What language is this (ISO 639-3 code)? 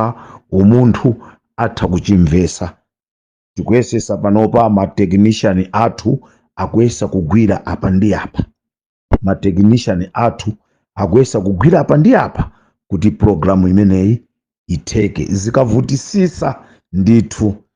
nya